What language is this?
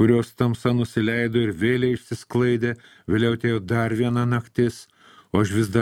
Lithuanian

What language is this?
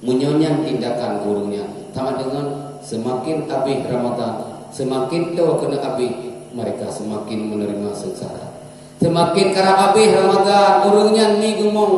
Achinese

